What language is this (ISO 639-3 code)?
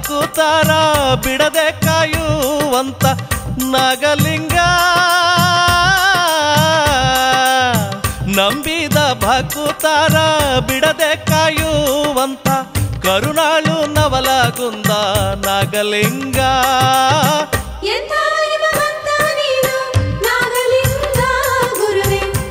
kan